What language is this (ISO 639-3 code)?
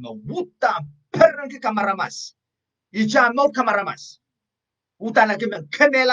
pon